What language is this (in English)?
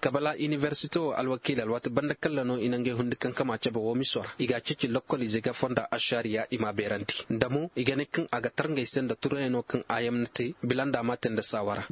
Zarma